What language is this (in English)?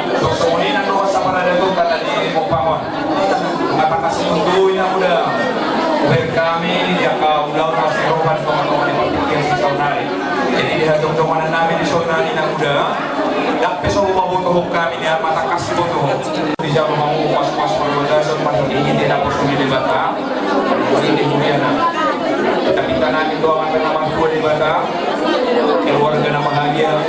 Batak Toba